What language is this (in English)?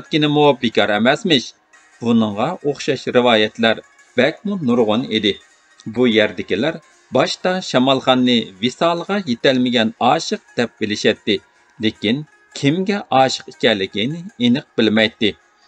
Uyghur